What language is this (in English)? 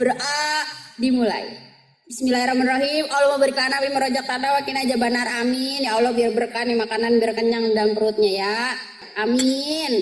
Betawi